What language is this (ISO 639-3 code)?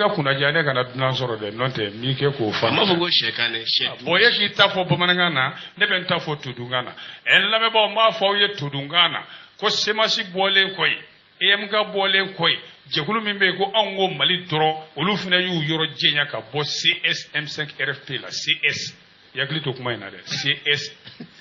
bam